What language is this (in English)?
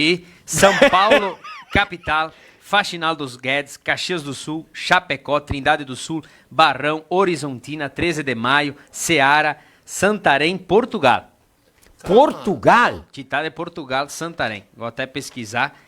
Venetian